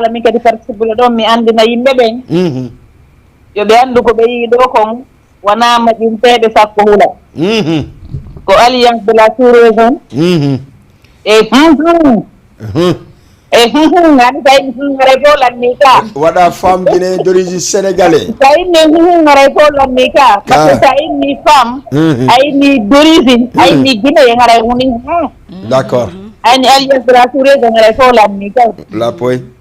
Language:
Fula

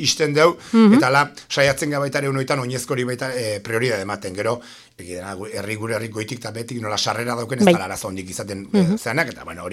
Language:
Basque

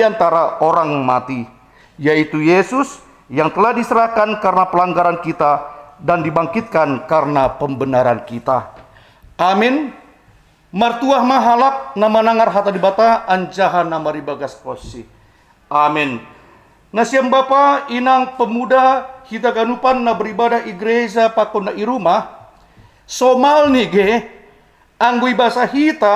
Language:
Batak Simalungun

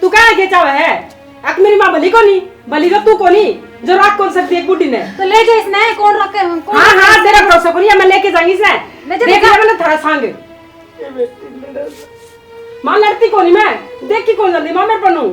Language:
Haryanvi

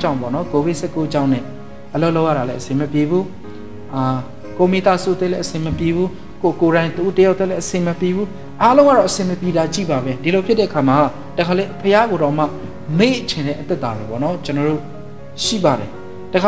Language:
Burmese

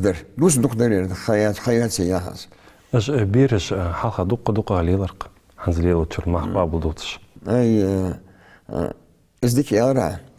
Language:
Ingush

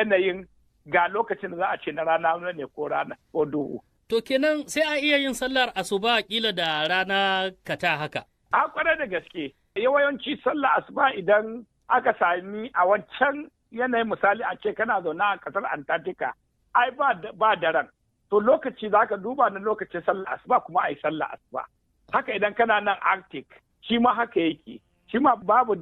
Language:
Hausa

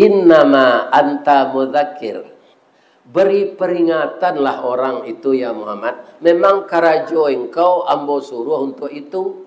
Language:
Minangkabau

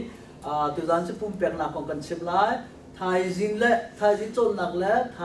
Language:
Hakha Chin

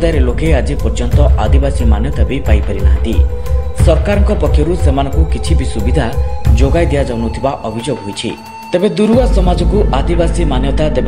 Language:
Odia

